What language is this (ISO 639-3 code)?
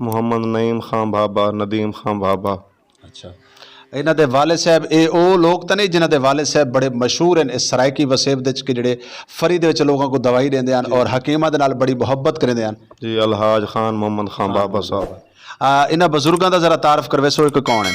skr